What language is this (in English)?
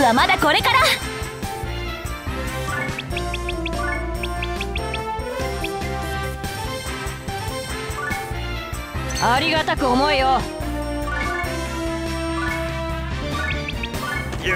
Japanese